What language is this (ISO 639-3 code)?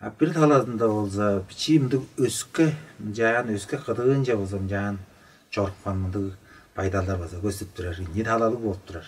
tyv